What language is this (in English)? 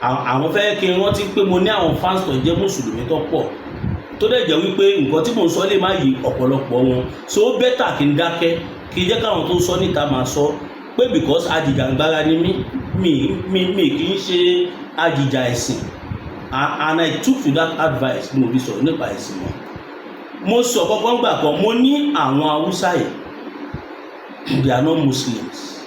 Yoruba